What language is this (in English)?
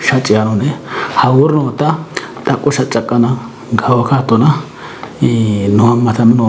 Kafa